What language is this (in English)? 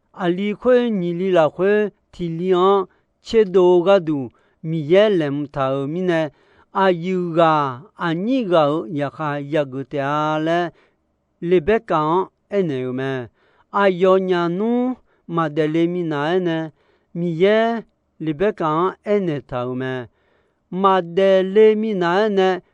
Akha